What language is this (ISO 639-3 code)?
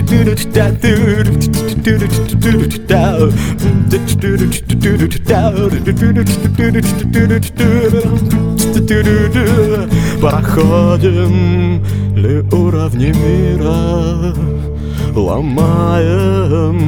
rus